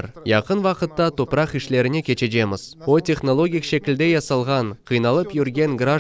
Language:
Crimean Tatar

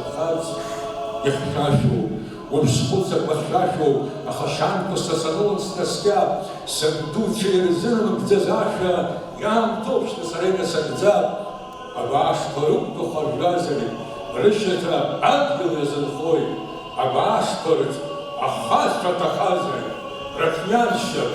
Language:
Abkhazian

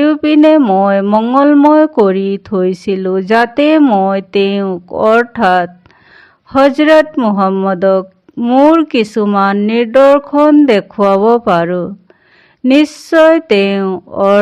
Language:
Assamese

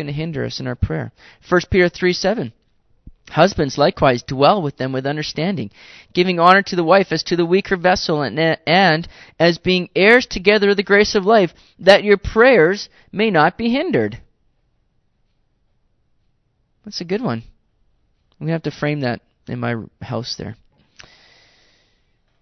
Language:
English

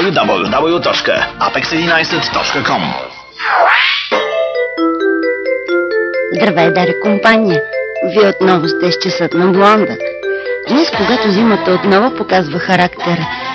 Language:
Bulgarian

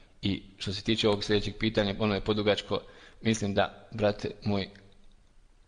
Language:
Bosnian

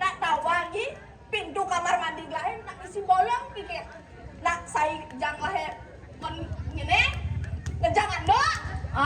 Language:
Balinese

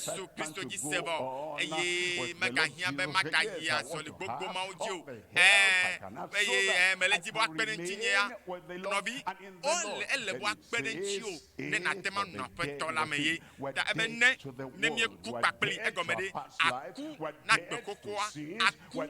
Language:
Ewe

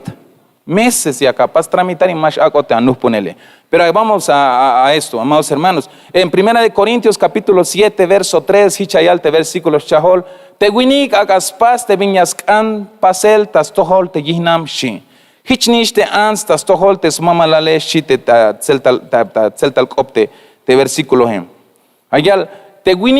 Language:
Tzeltal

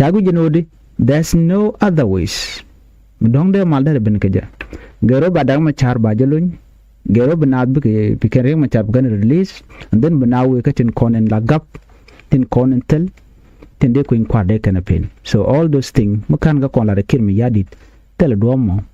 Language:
Nuer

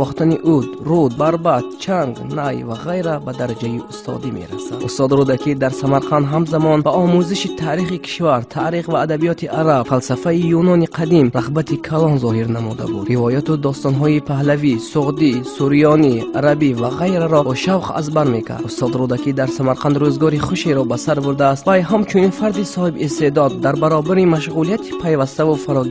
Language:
Tajik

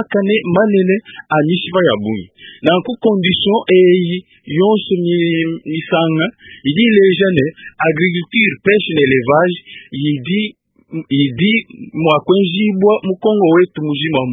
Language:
Luba-Lulua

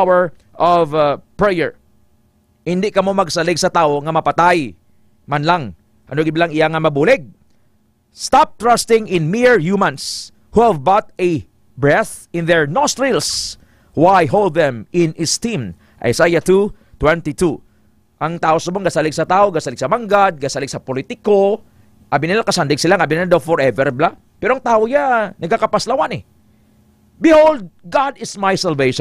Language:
Hiligaynon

